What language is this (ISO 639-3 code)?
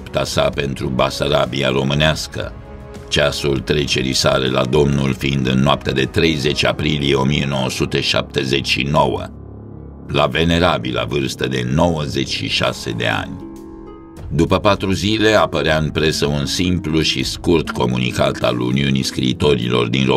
ron